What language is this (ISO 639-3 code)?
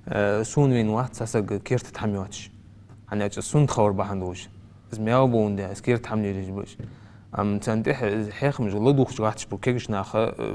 inh